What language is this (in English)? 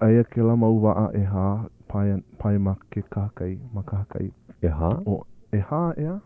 Hawaiian